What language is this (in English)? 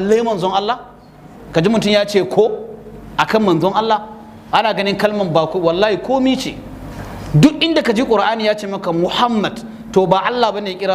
Hausa